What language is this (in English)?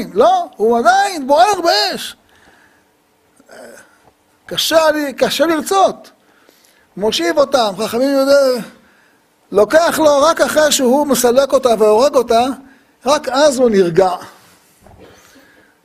Hebrew